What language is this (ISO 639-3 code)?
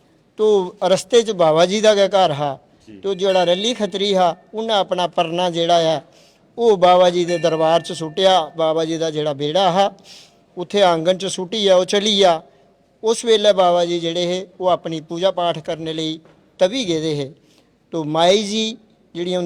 doi